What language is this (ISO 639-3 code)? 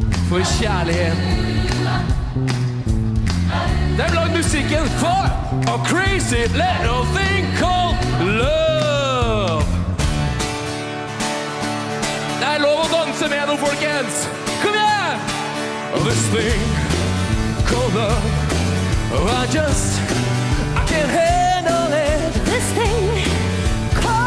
nor